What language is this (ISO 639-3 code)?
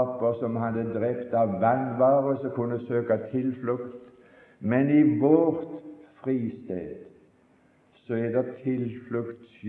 nor